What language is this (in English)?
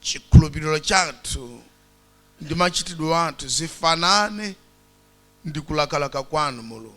Nyanja